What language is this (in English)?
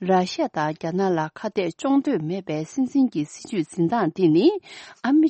Tibetan